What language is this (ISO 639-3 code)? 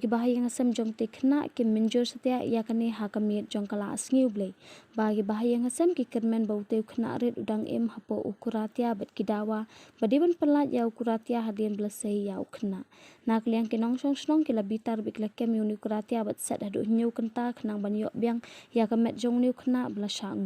kha